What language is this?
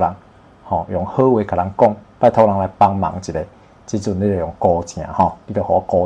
Min Nan Chinese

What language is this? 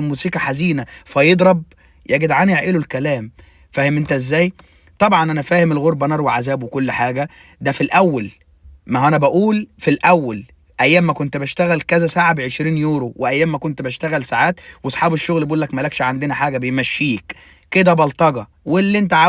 Egyptian Arabic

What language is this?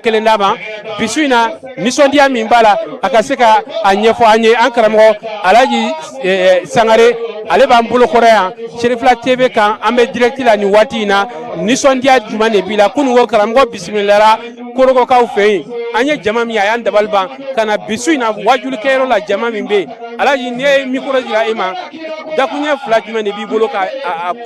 Bambara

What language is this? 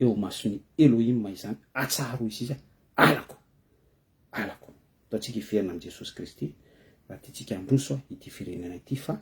Malagasy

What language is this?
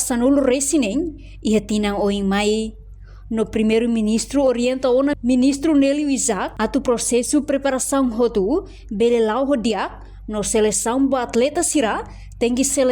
Tetum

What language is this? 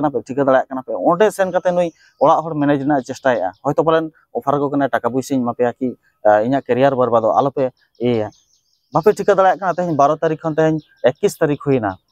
Santali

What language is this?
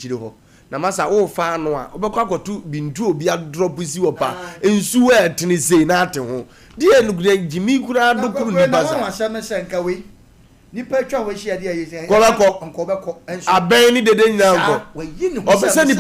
Akan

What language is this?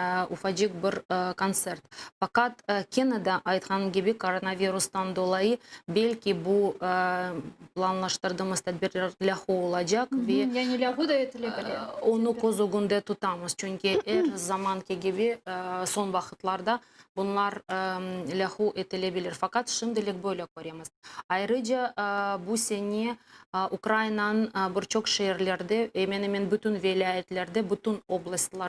Crimean Tatar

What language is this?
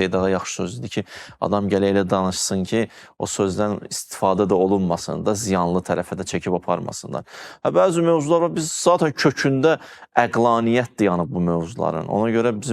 Azerbaijani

